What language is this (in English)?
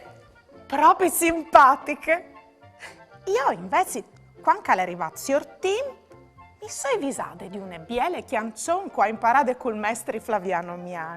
Friulian